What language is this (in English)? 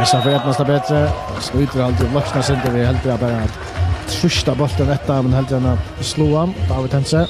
Faroese